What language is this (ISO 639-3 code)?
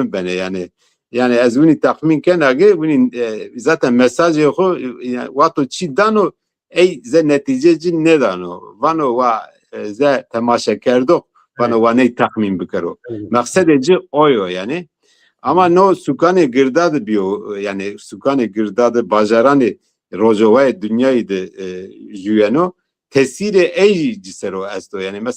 zza